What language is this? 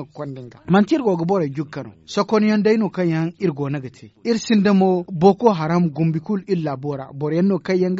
Zarma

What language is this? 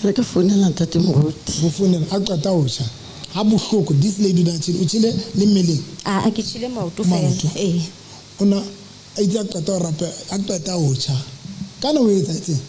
Southern Sotho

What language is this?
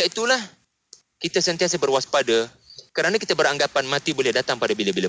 Malay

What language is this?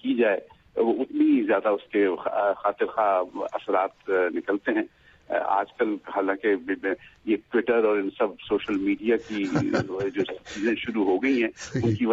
Urdu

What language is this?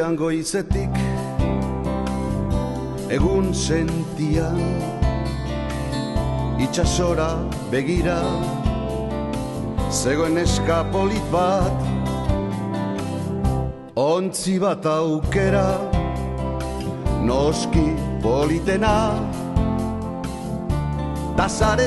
Basque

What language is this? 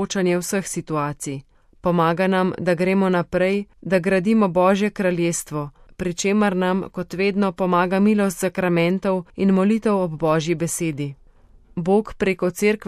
Slovenian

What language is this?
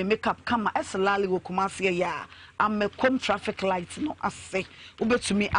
Akan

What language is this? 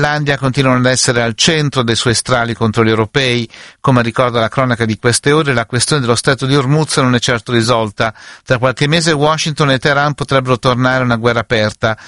Italian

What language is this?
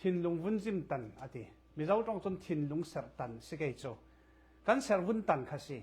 Falam Chin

